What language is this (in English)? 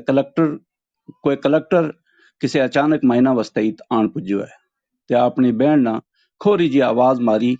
Gujari